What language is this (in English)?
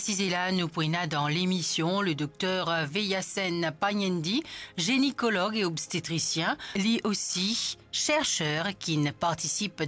Morisyen